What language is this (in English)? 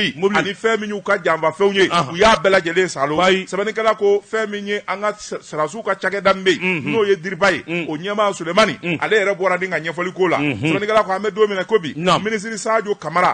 Bambara